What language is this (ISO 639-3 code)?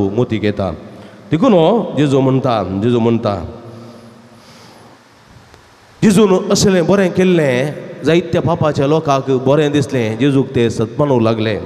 kok